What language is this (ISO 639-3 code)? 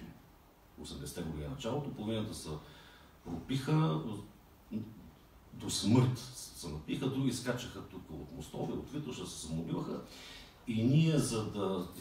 bul